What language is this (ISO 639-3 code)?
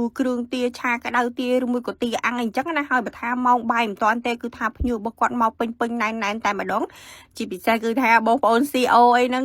khm